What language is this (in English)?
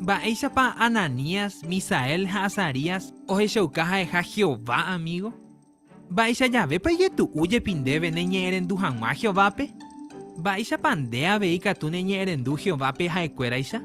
Guarani